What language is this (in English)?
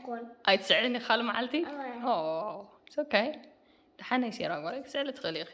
Tigrinya